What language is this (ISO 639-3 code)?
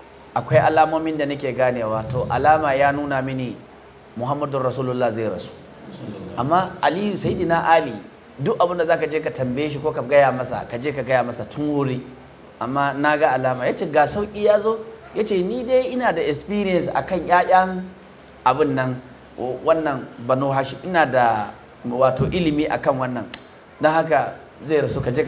hau